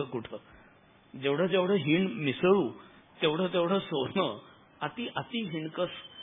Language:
Marathi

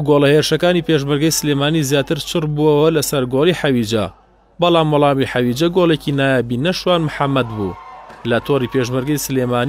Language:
Central Kurdish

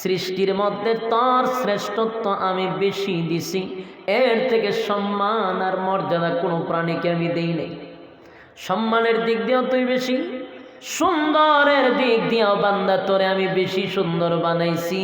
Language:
Sylheti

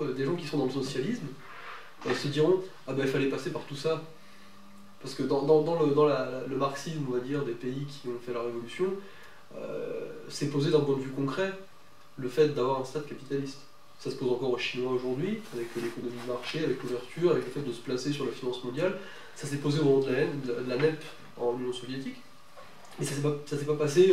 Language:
French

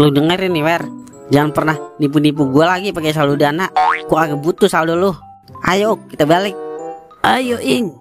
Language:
Betawi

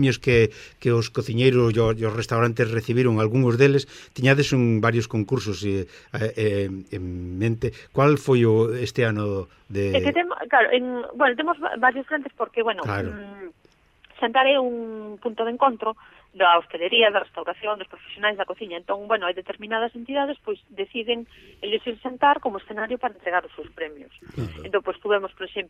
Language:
Galician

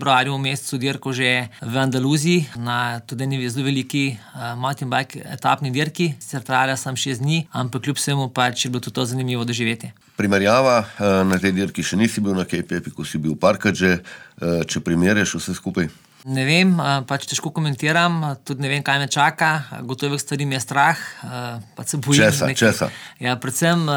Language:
Slovenian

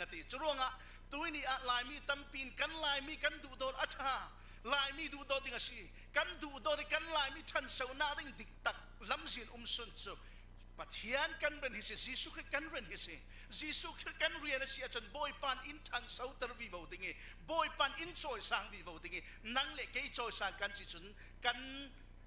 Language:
Falam Chin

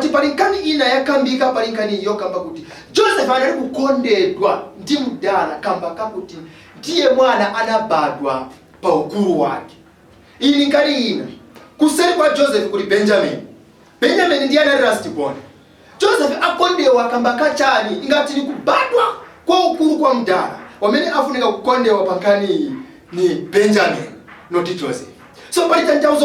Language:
Nyanja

